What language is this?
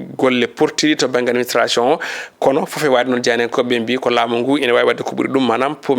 Fula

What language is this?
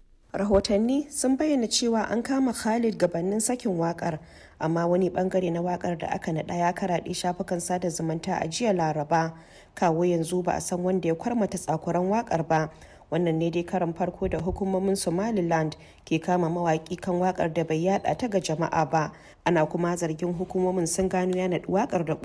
Hausa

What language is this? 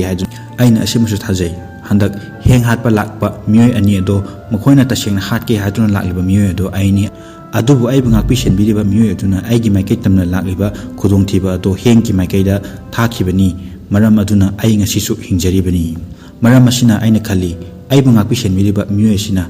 Manipuri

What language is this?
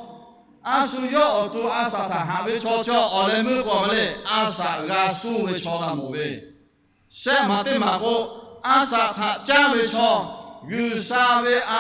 Lahu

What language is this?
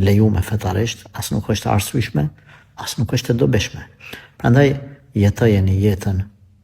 Albanian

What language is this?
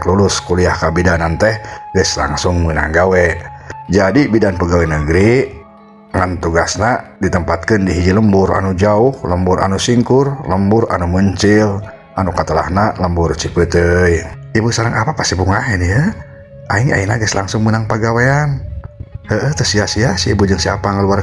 Sundanese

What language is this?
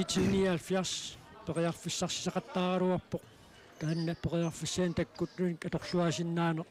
Kalaallisut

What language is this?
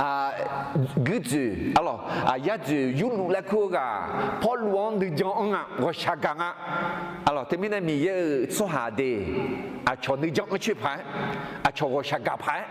Akha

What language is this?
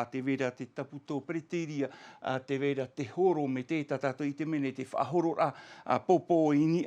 Tahitian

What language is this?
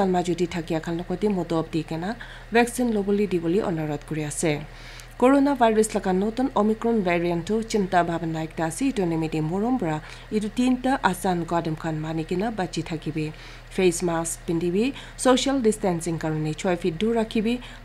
Naga Pidgin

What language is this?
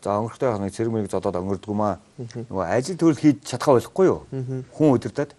Mongolian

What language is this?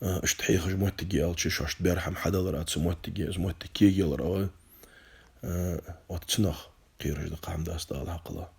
Ingush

